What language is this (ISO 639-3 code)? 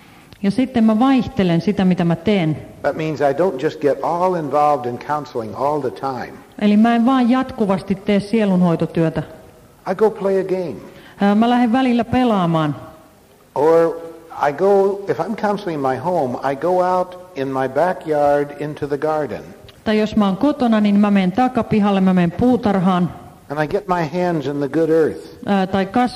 fin